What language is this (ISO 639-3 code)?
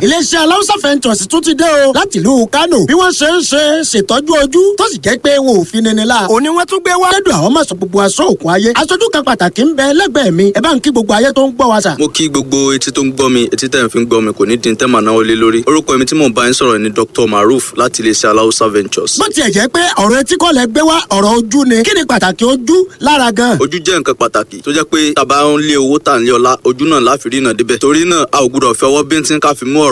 yor